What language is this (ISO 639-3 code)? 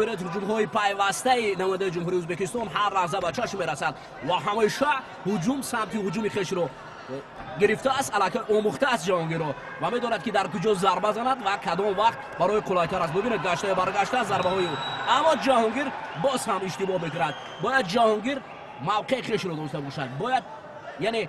tgk